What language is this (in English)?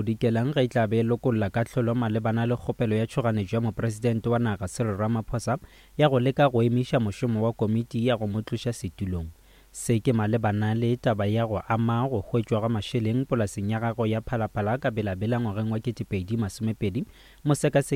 Northern Sotho